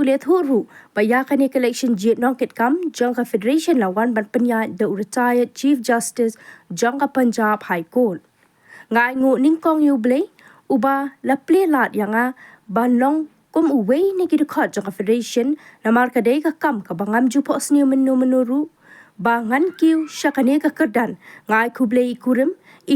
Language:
Khasi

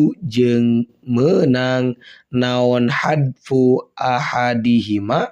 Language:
Sundanese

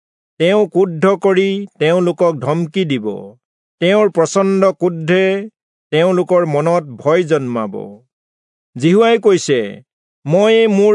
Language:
Assamese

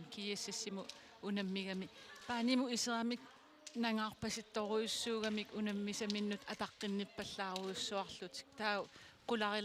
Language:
Kalaallisut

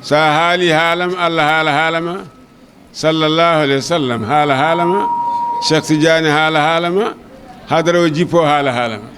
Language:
Fula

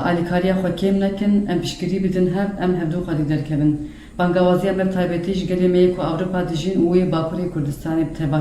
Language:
Kurdish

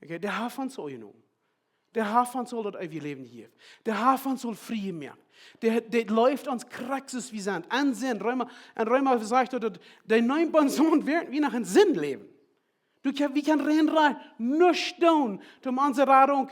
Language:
Plautdietsch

